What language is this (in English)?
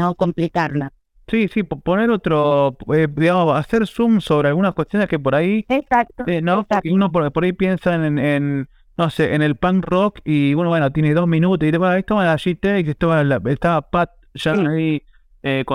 Spanish